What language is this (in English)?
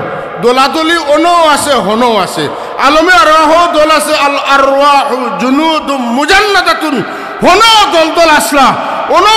Sylheti